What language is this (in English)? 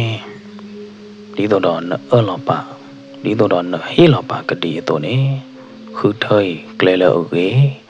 S'gaw Karen